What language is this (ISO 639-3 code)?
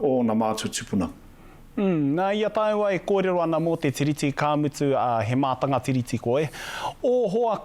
mri